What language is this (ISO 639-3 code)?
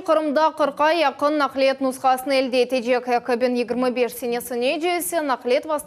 crh